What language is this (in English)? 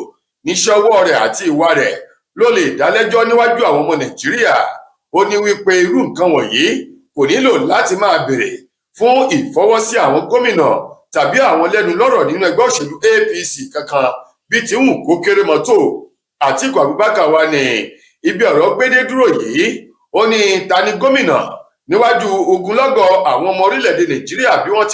Yoruba